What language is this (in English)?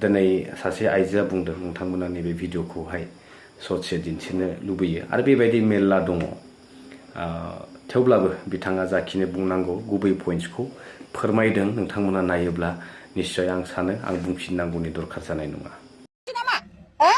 Bodo